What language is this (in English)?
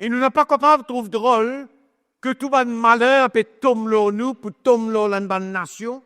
Morisyen